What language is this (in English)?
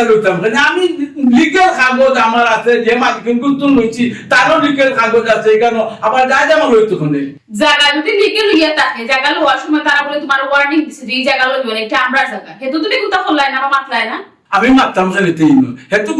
Sylheti